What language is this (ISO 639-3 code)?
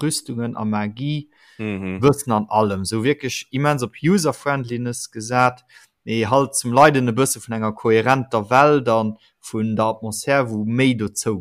ltz